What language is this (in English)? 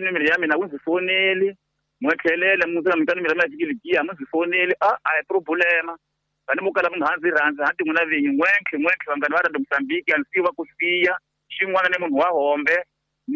Tsonga